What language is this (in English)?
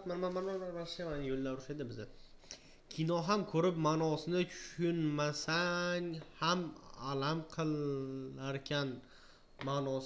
Uzbek